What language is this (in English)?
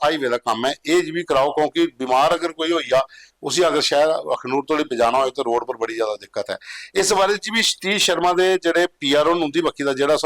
Dogri